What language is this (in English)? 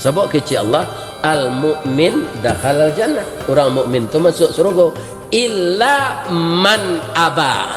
Minangkabau